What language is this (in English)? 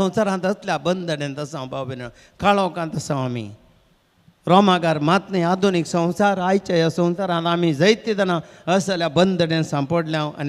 Konkani